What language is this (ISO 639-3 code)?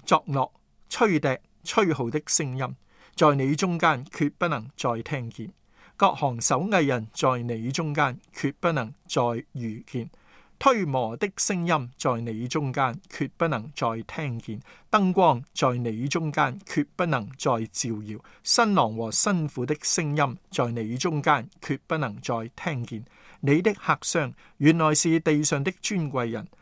yue